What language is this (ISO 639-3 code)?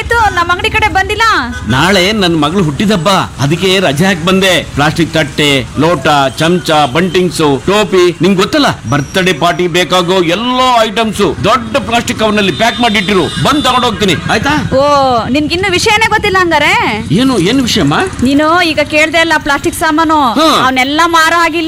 kan